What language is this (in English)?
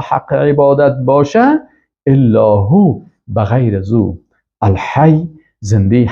Persian